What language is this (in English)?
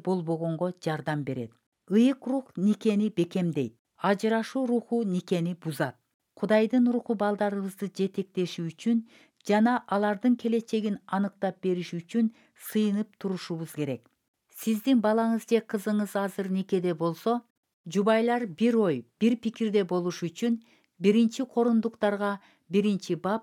Kyrgyz